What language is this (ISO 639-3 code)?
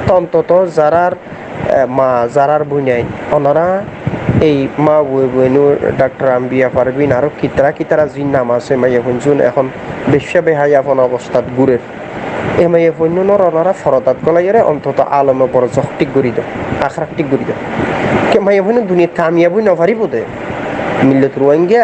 rhg